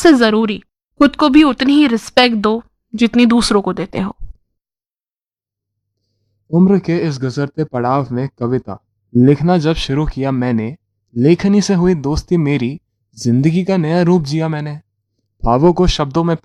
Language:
Hindi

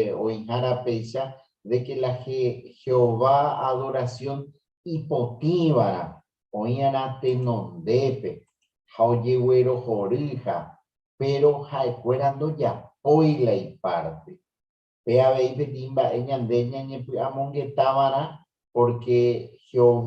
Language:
Guarani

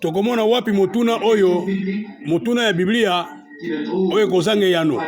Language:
Lingala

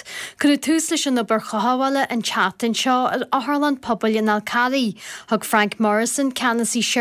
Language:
Irish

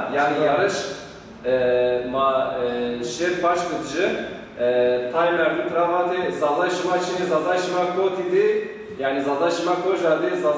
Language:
Zaza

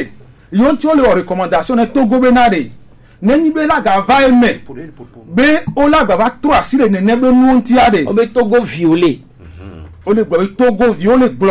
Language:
Gen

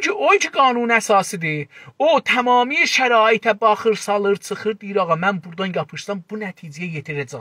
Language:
South Azerbaijani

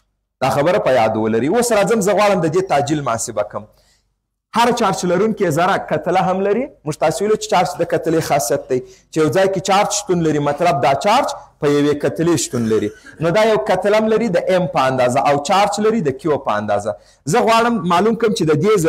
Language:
Pashto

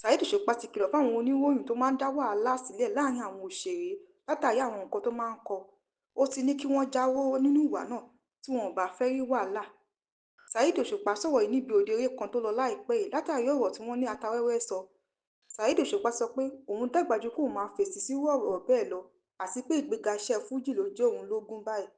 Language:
Yoruba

